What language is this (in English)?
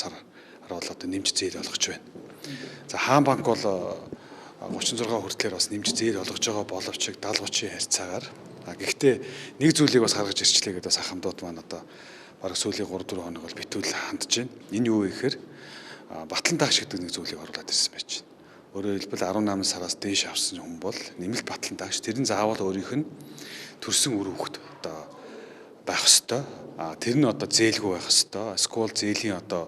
Mongolian